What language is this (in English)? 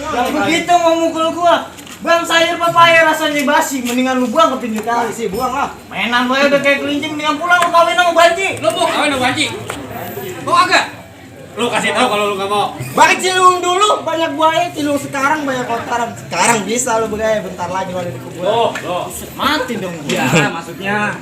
Betawi